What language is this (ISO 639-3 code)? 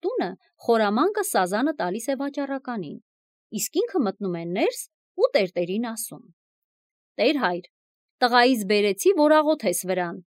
hye